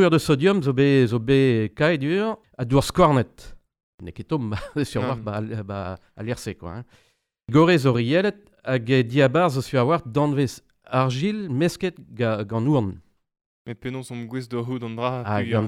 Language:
Breton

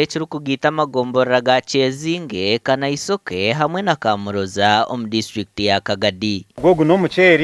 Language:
Nyankole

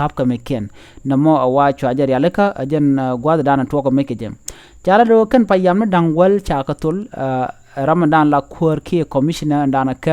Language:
Nuer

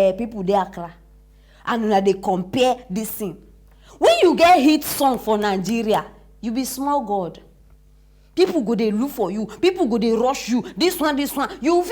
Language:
Nigerian Pidgin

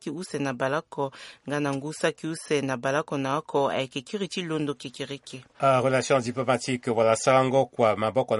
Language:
Sango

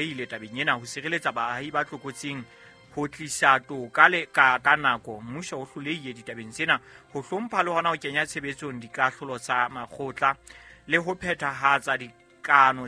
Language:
Southern Sotho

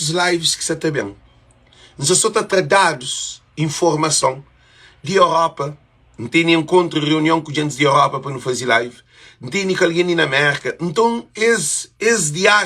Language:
Kabuverdianu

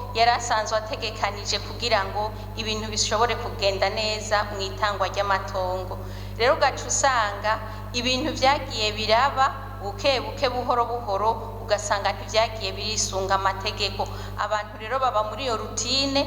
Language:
Rundi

